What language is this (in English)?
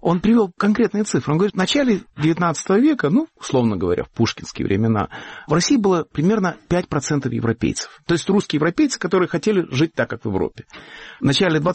Russian